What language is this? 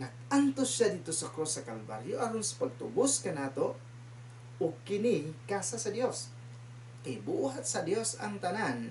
Cebuano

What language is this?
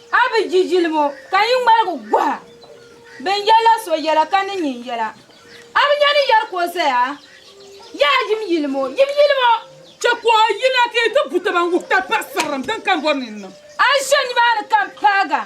Dagbani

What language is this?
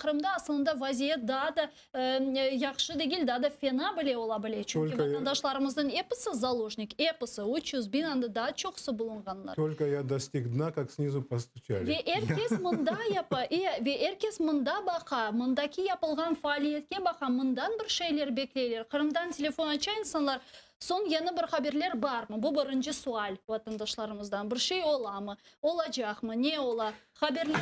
Crimean Tatar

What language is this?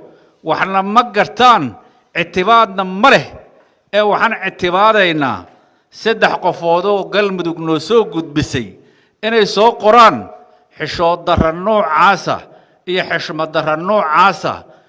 Somali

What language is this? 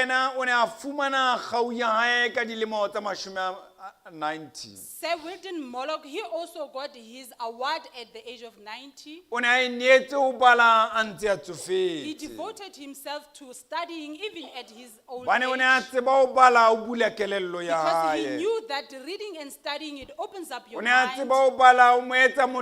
Southern Sotho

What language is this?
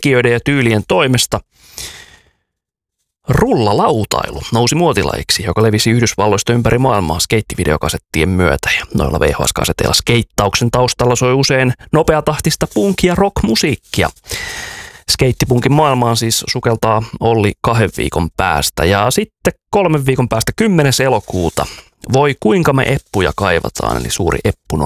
Finnish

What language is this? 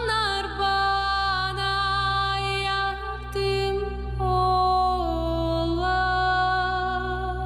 Gagauz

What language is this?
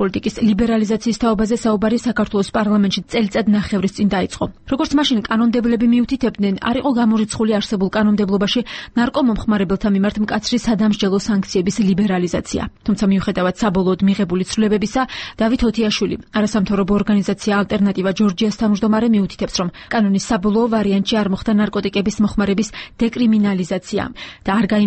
Georgian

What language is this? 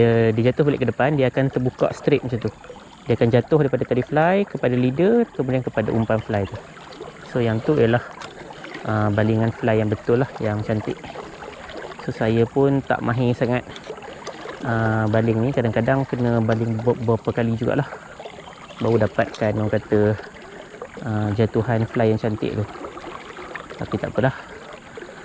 Malay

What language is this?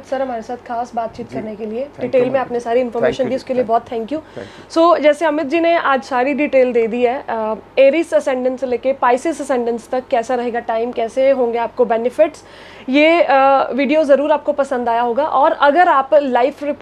Hindi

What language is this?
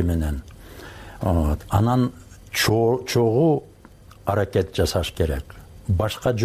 Kyrgyz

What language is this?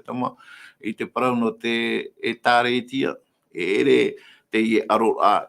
Tahitian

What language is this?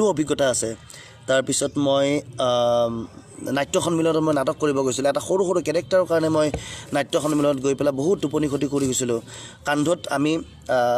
Assamese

